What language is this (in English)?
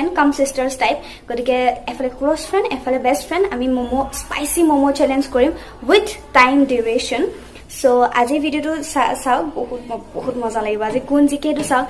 Assamese